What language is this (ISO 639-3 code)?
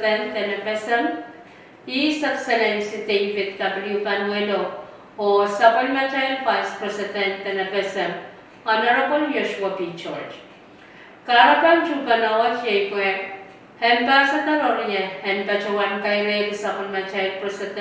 pon